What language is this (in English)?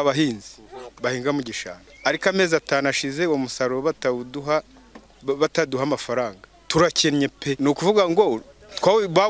Kinyarwanda